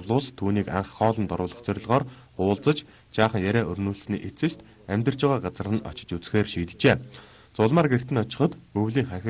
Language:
Mongolian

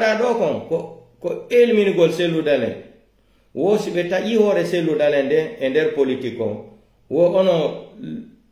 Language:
Pular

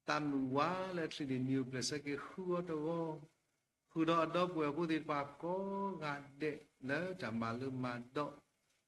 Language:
S'gaw Karen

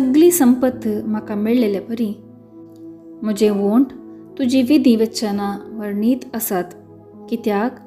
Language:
Konkani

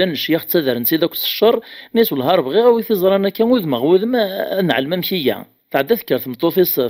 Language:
Kabyle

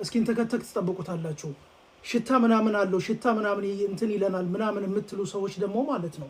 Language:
Amharic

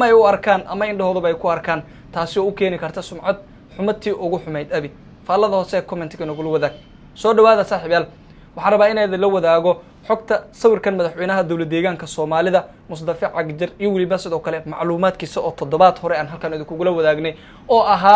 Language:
Somali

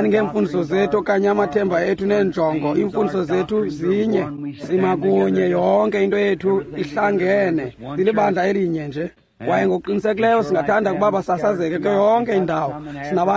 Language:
Xhosa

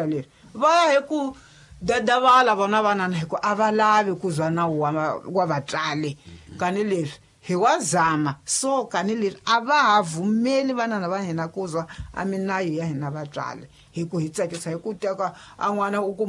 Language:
Tsonga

